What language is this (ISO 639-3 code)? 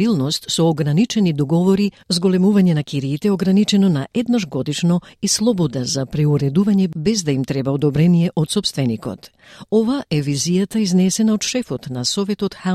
mkd